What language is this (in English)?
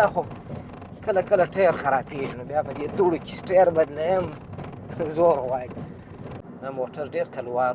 Pashto